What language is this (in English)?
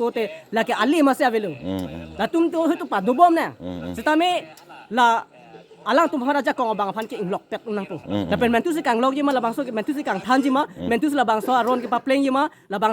Karbi